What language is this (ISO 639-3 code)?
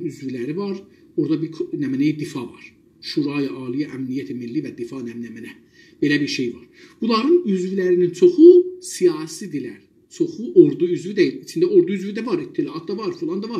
azb